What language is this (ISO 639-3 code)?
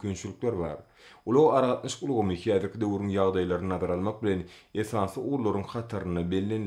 tuk